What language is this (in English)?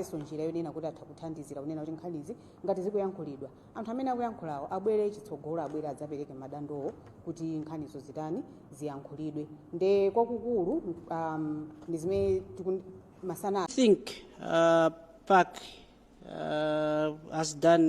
Nyanja